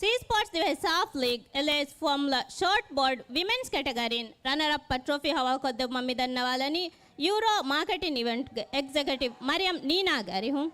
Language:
Divehi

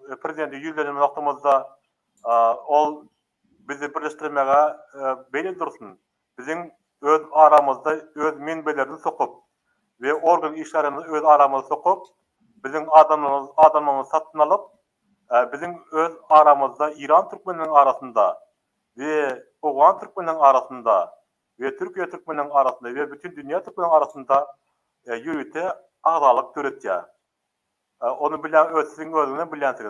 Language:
Turkmen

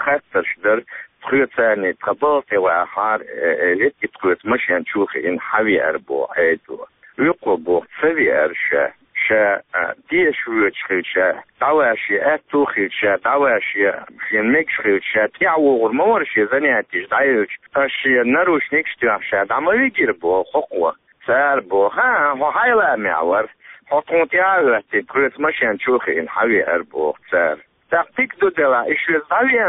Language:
Chechen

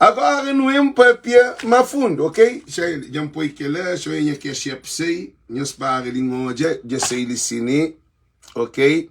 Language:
Kabuverdianu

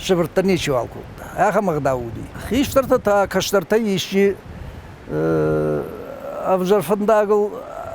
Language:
Ossetic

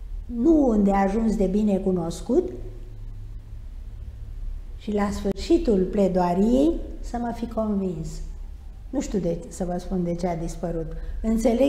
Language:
Romanian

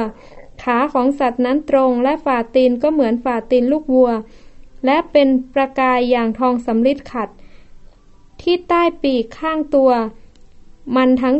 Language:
Thai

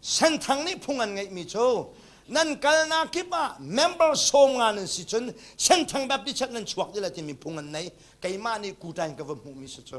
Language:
Hakha Chin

